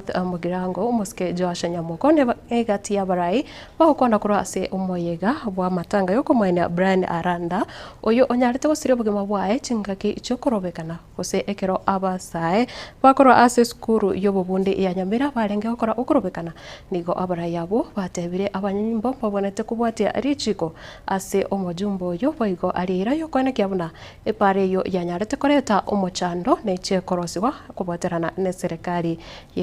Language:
Gusii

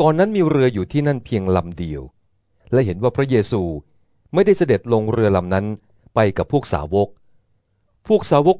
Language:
Thai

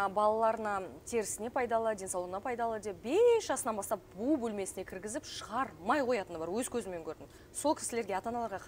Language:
Kazakh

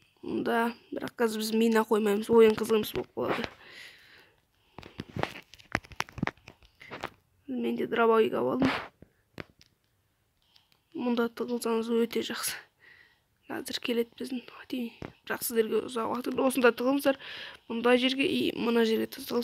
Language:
Kazakh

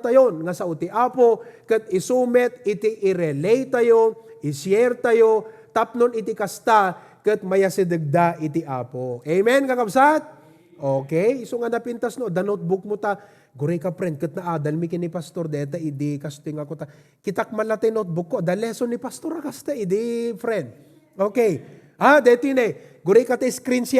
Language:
Iloko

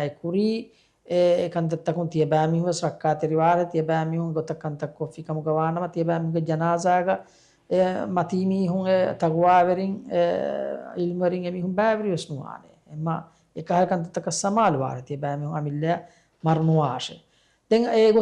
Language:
Divehi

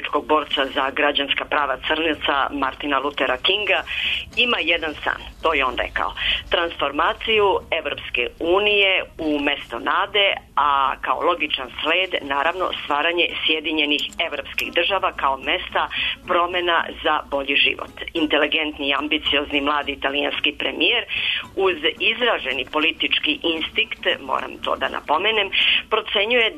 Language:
Serbian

